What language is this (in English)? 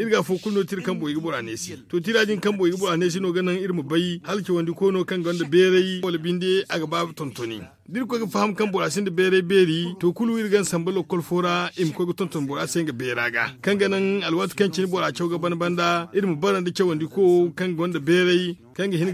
Zarma